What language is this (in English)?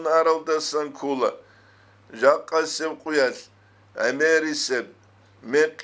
Avaric